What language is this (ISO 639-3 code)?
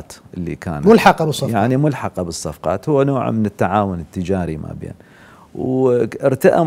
acm